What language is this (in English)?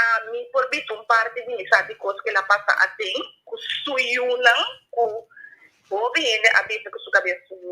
Papiamento